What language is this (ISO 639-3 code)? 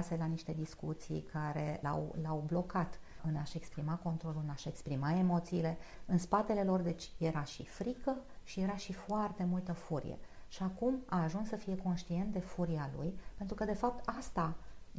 ron